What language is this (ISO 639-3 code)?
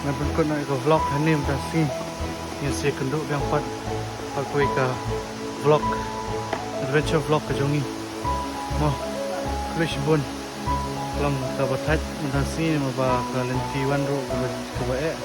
kha